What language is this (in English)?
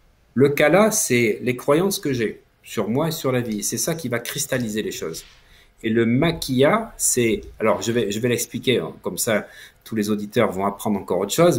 French